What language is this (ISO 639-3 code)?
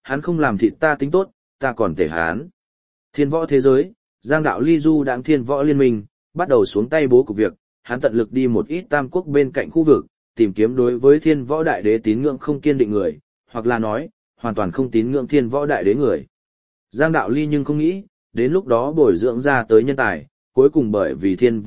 vie